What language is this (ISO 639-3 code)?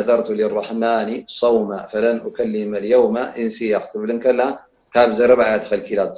tir